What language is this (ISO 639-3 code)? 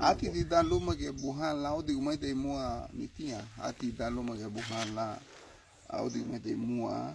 cab